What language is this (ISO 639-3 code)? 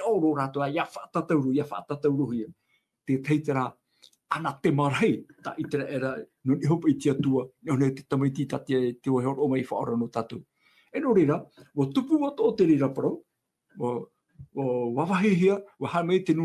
tah